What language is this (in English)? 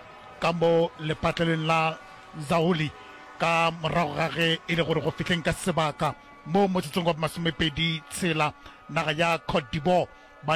Northern Sotho